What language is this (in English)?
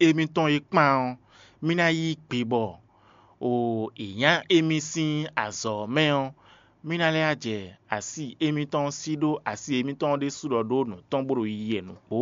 Fon